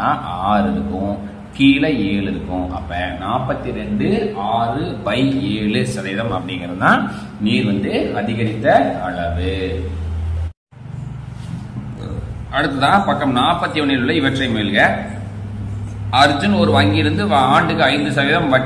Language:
Tamil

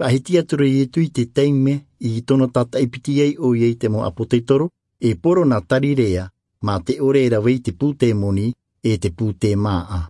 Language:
Tahitian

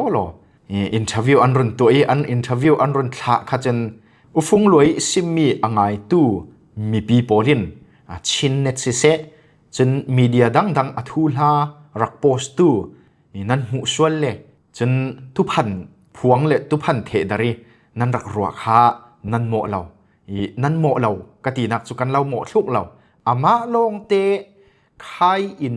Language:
Falam Chin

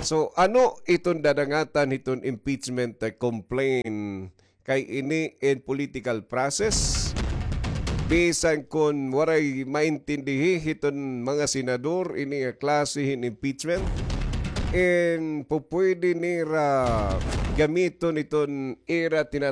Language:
Waray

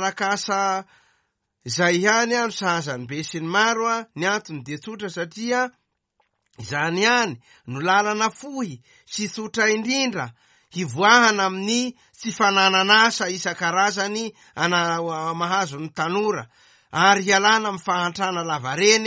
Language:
Malagasy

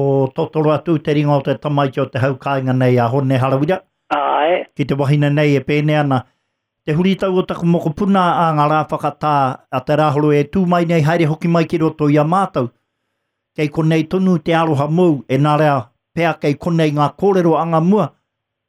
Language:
Māori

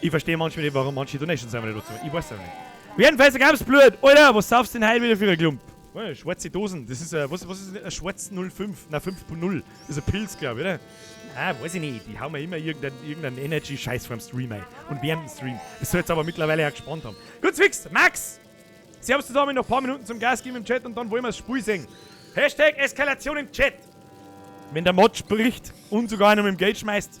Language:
Bavarian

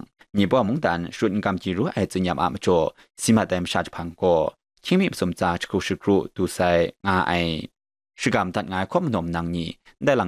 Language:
Kachin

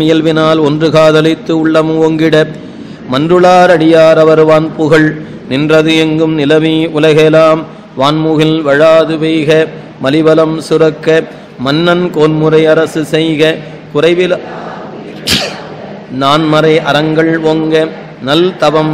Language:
Tamil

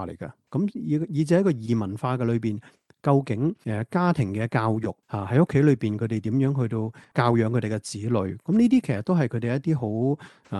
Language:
Cantonese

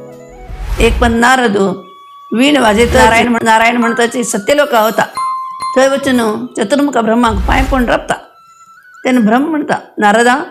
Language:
Konkani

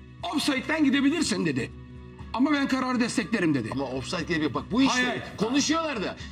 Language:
Turkish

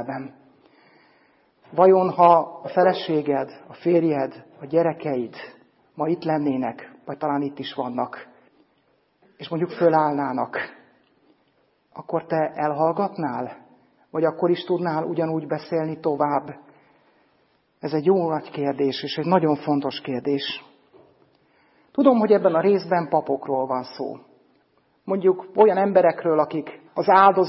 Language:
Hungarian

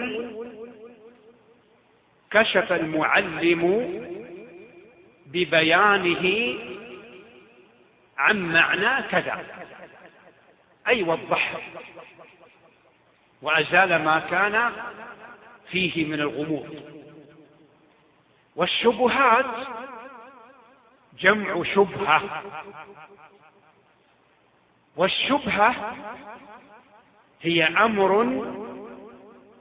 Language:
Arabic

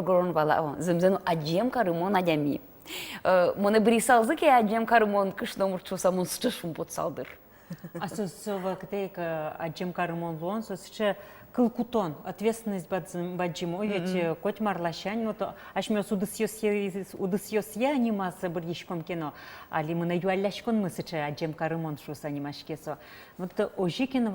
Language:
Udmurt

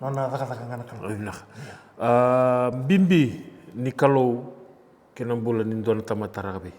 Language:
Fijian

